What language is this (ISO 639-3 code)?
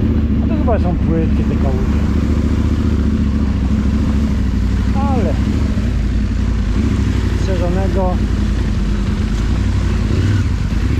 pol